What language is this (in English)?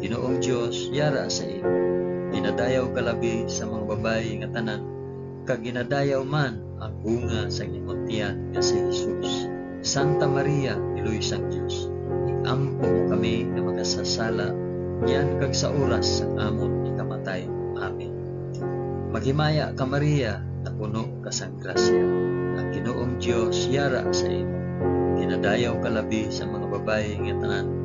Hiligaynon